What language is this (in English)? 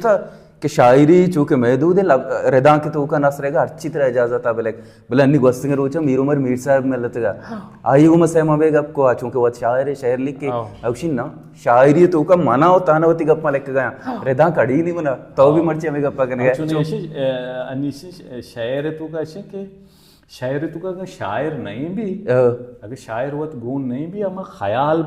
Baluchi